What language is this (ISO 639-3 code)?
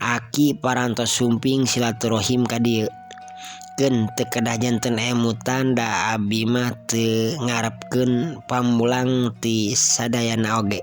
sun